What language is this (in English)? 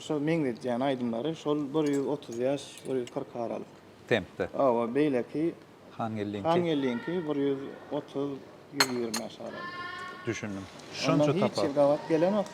Turkmen